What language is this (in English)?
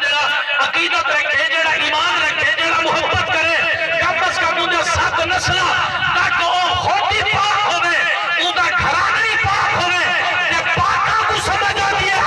Saraiki